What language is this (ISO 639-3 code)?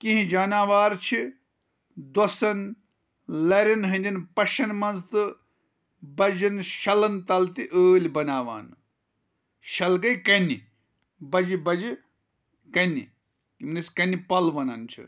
kas